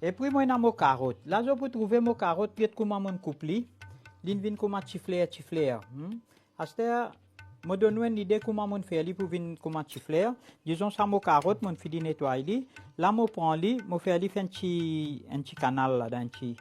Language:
Morisyen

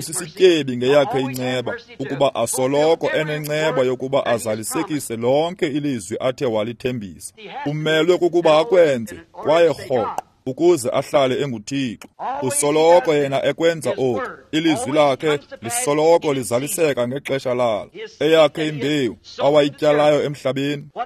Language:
Xhosa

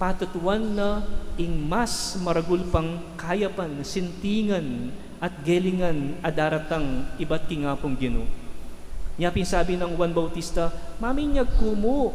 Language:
Pampanga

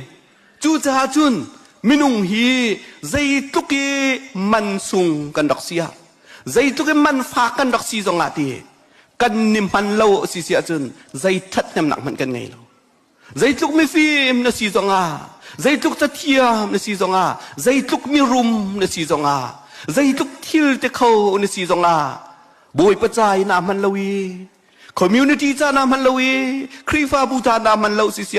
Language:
Hakha Chin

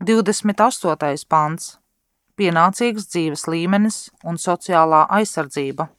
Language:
Latvian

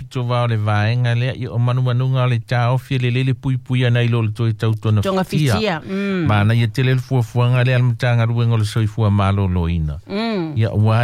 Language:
Samoan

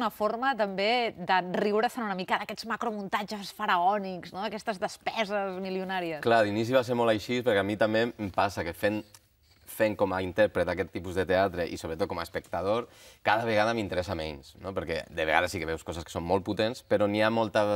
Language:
Catalan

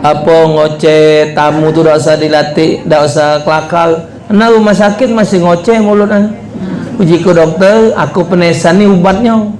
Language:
Musi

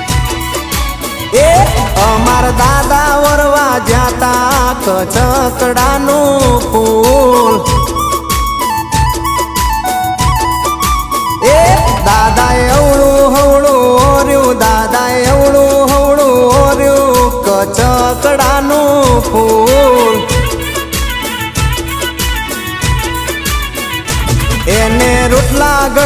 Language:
Gujarati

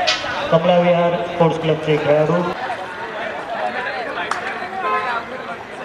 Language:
Marathi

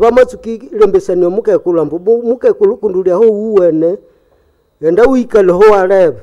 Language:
Nande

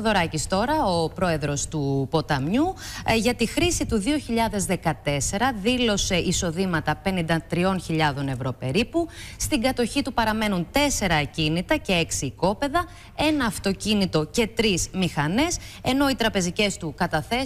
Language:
Greek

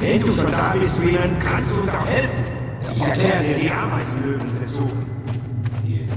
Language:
Swiss German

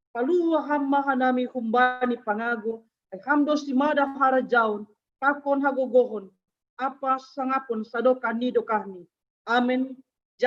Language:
Batak Simalungun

